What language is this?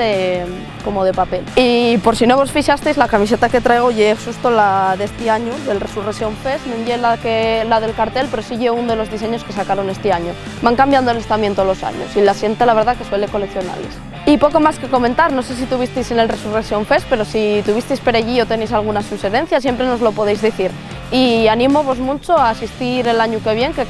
Asturian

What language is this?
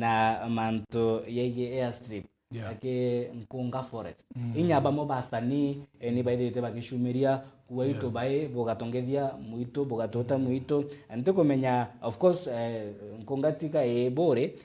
Meru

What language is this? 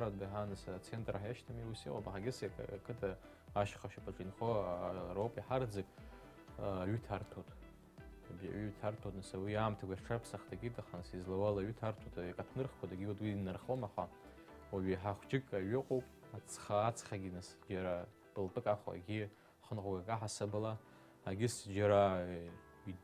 Abkhazian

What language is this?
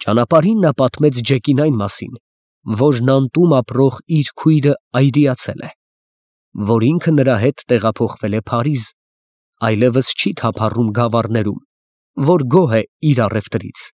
Armenian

